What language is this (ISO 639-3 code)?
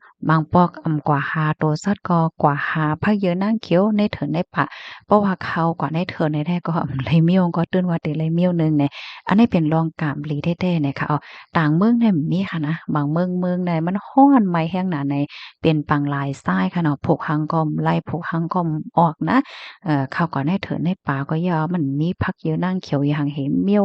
shn